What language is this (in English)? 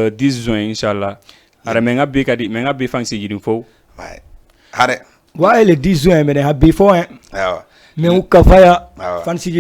Fula